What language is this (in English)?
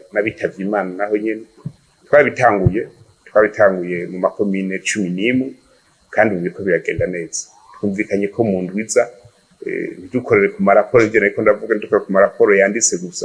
Rundi